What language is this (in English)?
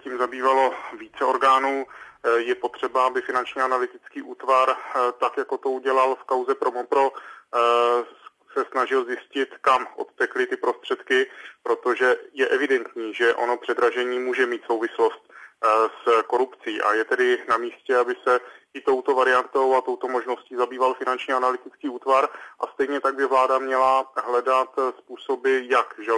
Czech